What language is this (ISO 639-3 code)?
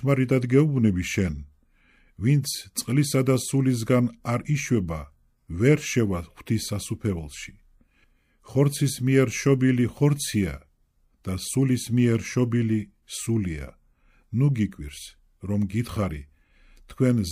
kat